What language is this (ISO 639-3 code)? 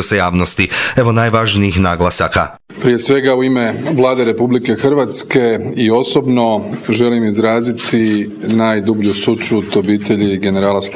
hrv